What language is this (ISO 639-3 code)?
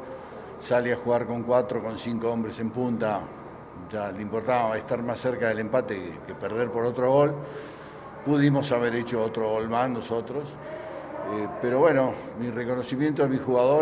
spa